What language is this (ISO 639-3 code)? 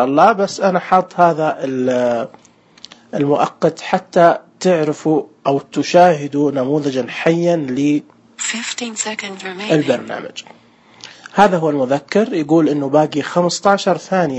ars